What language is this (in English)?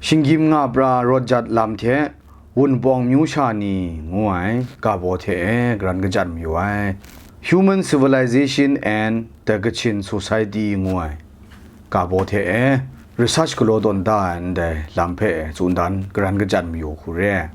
Kachin